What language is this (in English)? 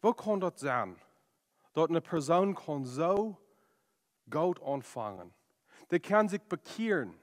Plautdietsch